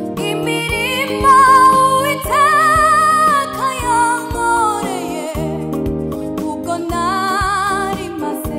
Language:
Kinyarwanda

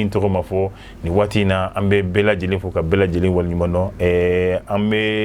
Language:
Bambara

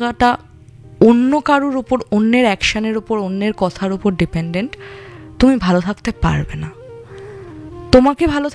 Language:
Bangla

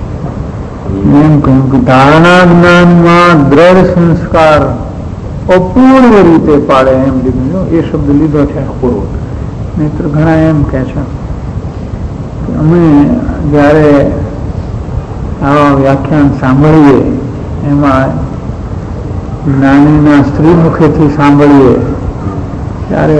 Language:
Gujarati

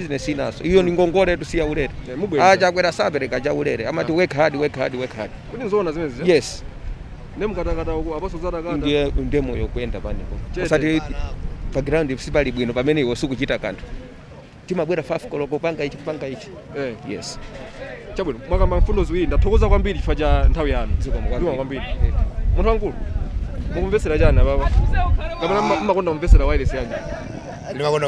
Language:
Nyanja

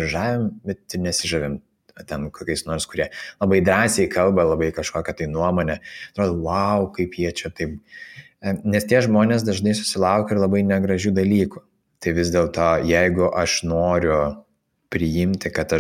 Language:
Lithuanian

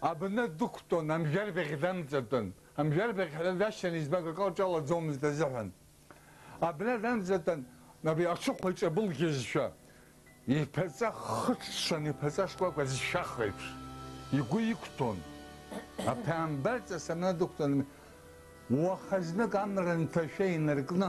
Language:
Abkhazian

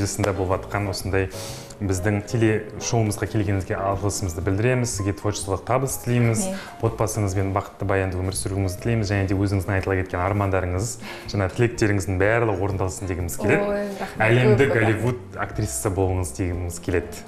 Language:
Kazakh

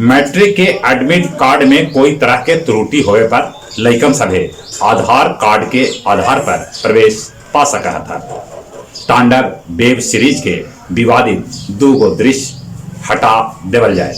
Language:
Magahi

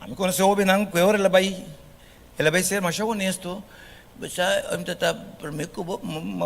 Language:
Papiamento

